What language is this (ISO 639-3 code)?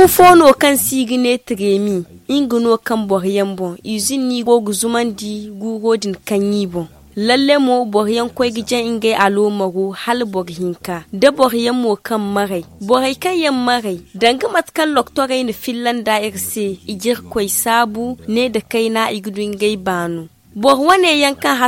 dje